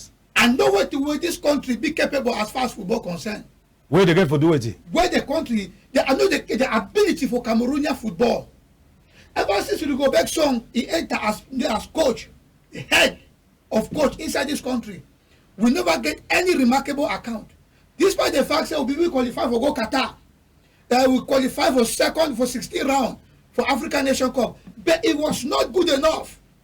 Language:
Cameroon Pidgin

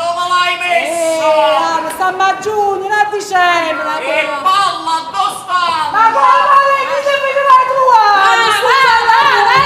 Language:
Neapolitan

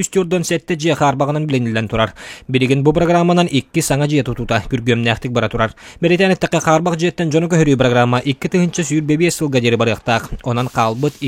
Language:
Yakut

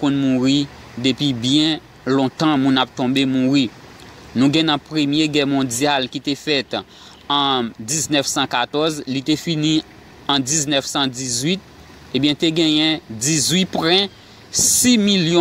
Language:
Haitian Creole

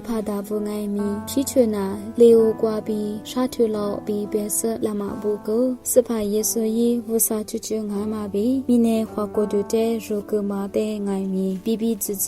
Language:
Lisu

